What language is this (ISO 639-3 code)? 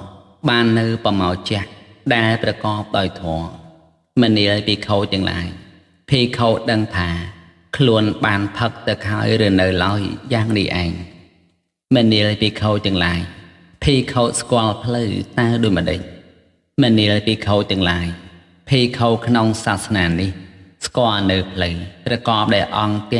khm